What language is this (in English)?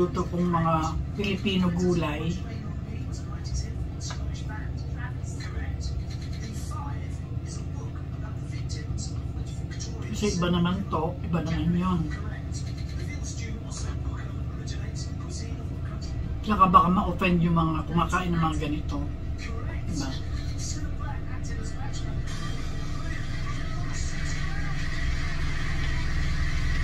Filipino